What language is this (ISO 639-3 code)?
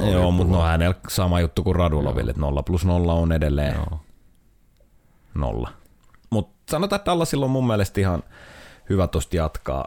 fin